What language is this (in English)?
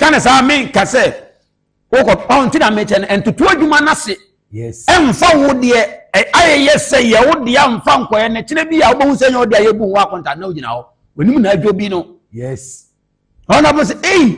Akan